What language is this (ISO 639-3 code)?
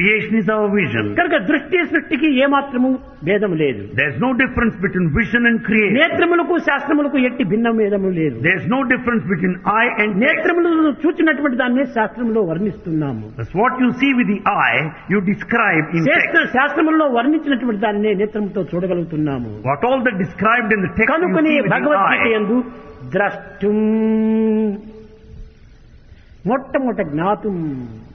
tel